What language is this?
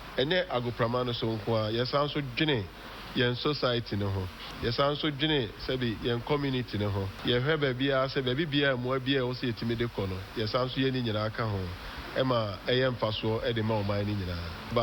Akan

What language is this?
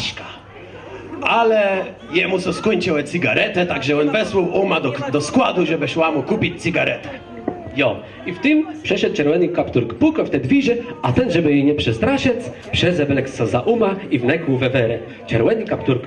Kashubian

